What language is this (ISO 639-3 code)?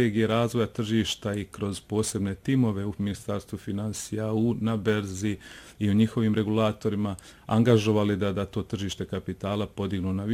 bos